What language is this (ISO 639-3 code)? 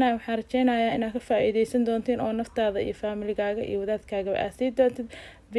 som